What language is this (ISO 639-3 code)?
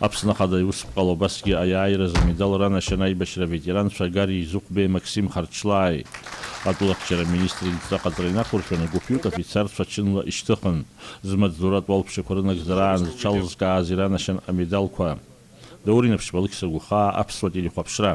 abk